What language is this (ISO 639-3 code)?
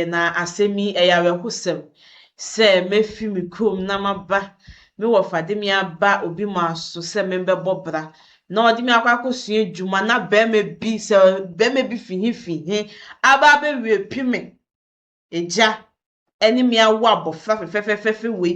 aka